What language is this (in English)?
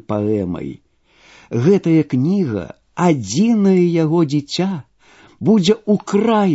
Belarusian